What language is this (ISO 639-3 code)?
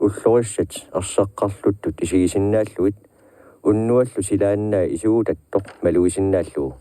kal